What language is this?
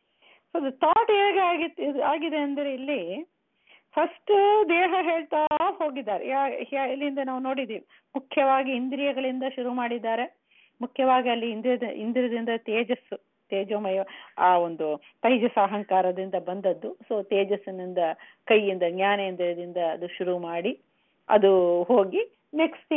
Kannada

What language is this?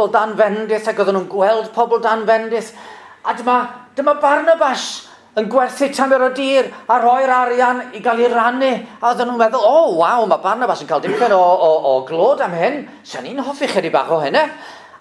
Welsh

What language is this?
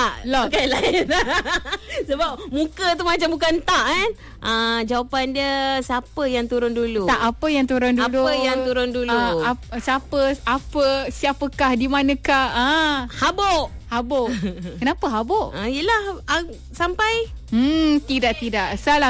Malay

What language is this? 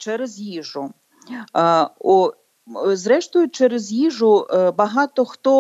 Ukrainian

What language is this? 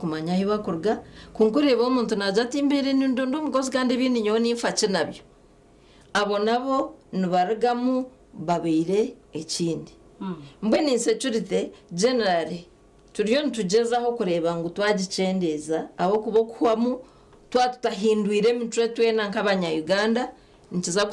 Nyankole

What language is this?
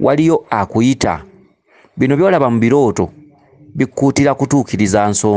Ganda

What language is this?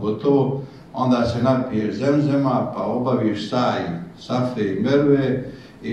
Bosnian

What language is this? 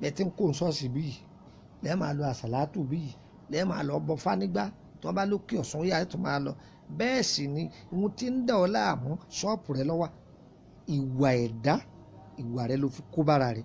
Yoruba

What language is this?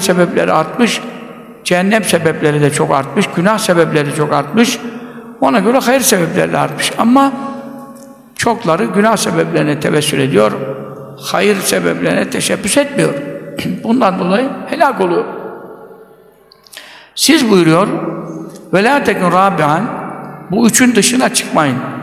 Turkish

